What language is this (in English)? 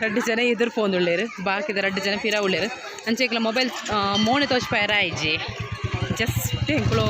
Tulu